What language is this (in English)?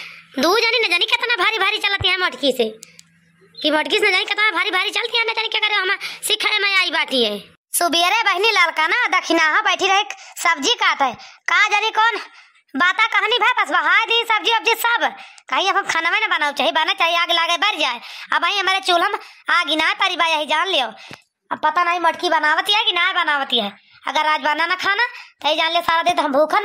Awadhi